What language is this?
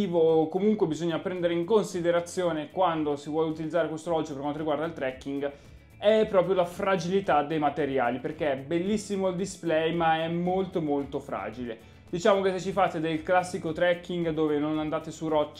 Italian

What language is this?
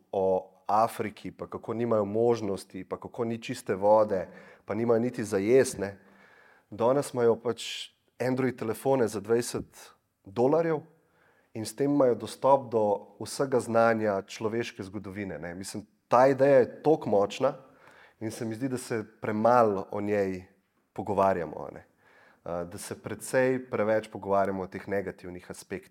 Slovenian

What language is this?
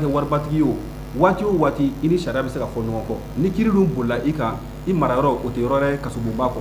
Bambara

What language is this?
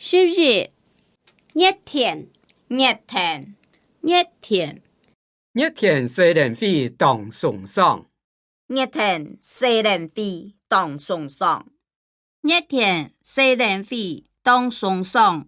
Hakka Chinese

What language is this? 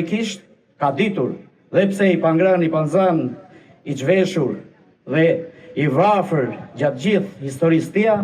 Albanian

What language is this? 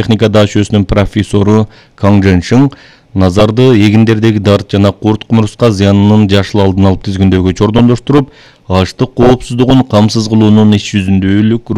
Kyrgyz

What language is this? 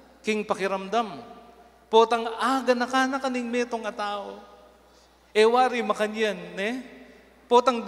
Pampanga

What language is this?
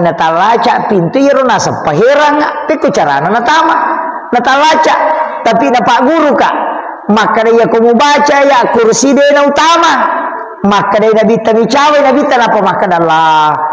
Buginese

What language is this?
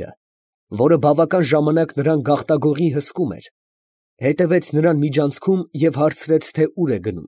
Armenian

